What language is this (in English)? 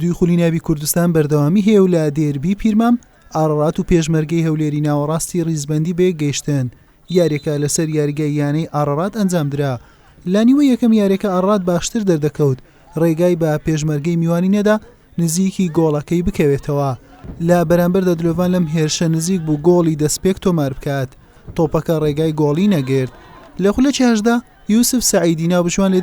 Central Kurdish